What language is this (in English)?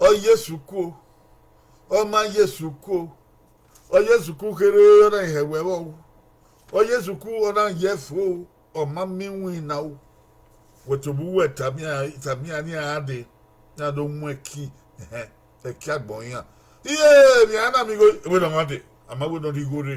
Bini